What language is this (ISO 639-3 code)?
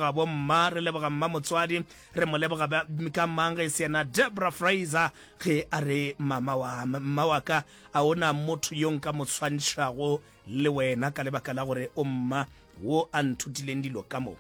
nso